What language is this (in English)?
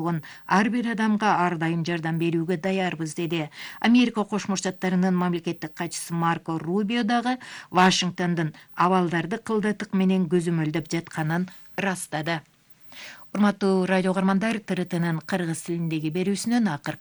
Kyrgyz